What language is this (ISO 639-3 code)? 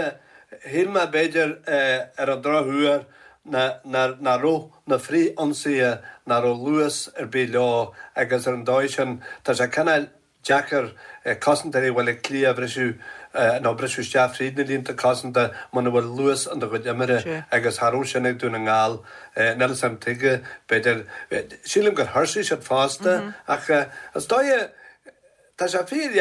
gle